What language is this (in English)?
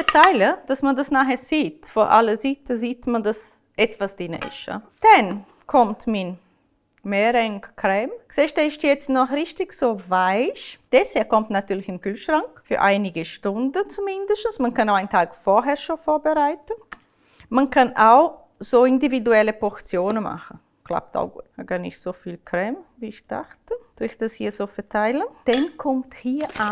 Swiss German